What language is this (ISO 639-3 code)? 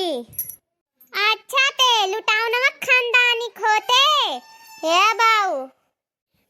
awa